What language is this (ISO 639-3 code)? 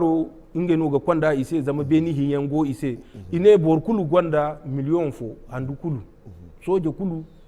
dje